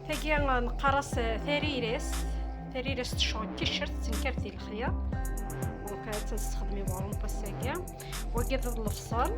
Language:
Kabyle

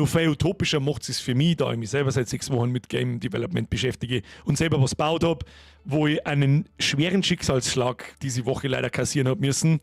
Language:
Bavarian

